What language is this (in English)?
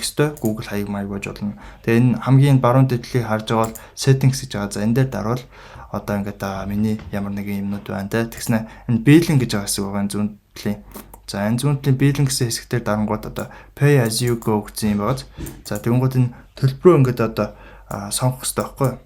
Mongolian